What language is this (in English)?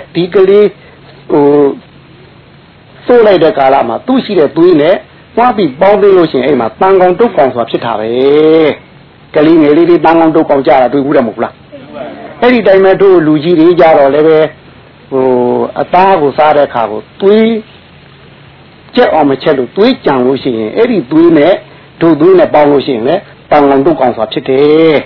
Burmese